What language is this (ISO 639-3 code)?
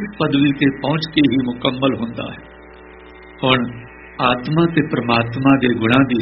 pan